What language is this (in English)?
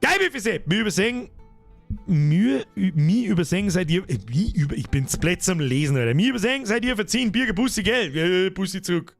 Bavarian